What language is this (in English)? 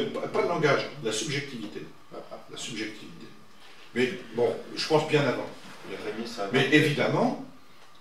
French